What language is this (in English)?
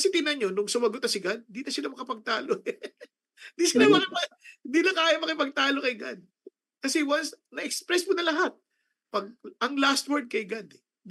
Filipino